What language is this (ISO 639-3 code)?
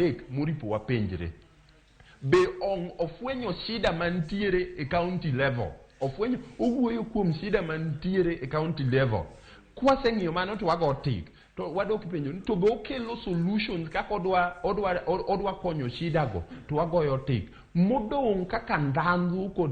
luo